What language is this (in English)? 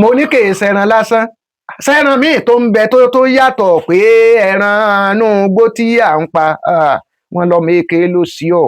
Yoruba